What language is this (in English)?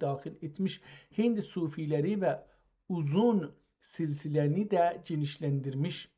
South Azerbaijani